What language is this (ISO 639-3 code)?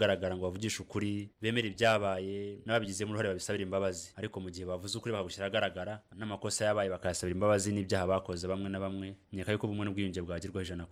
kin